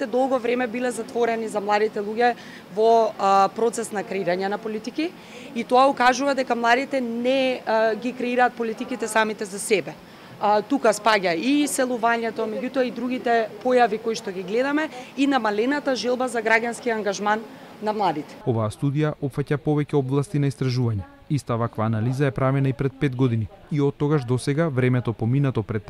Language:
Macedonian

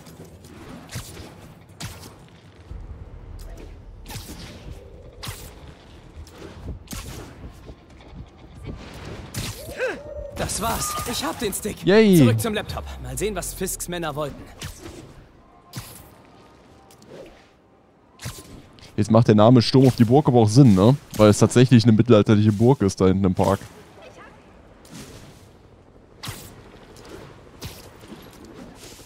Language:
German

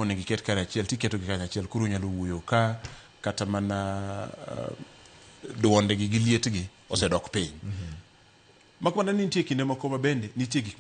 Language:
Luo (Kenya and Tanzania)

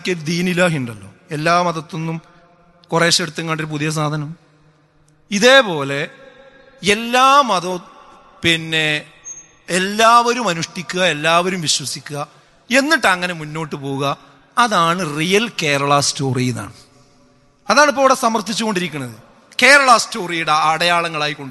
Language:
Malayalam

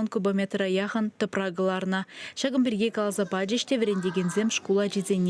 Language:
Chuvash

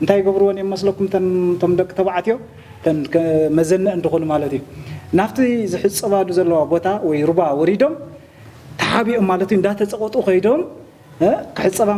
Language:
Tigrinya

